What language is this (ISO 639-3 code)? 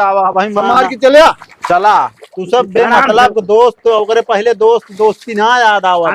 awa